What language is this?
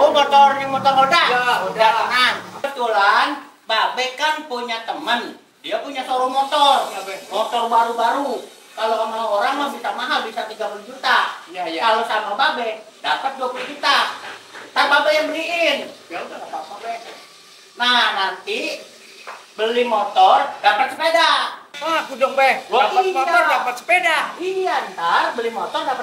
Betawi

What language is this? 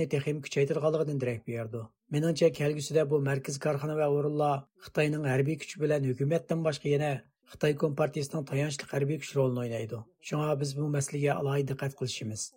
Uyghur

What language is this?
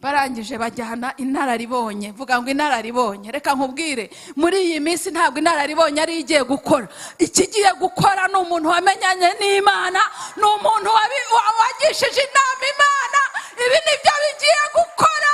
Kinyarwanda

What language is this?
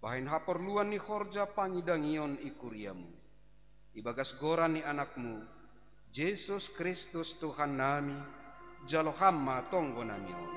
Batak Simalungun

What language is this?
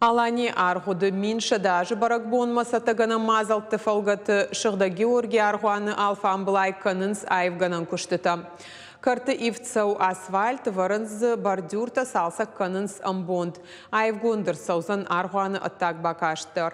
Ossetic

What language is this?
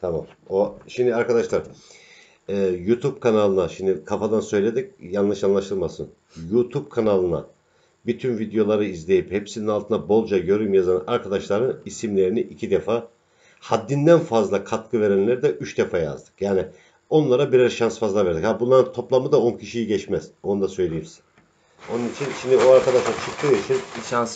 Turkish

